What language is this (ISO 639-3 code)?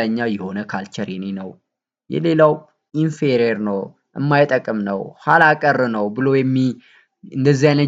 amh